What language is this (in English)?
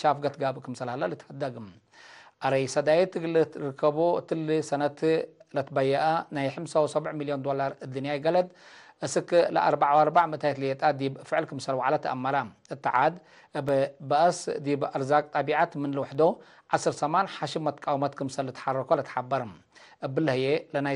Tigre